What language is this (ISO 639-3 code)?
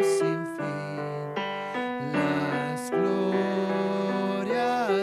aym